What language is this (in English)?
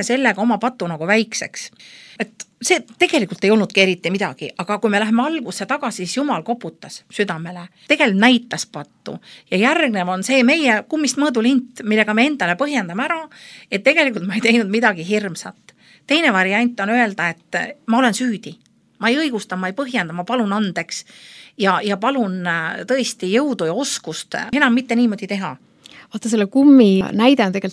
Estonian